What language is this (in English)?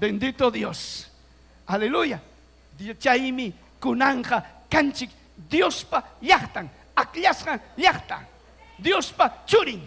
Ayacucho Quechua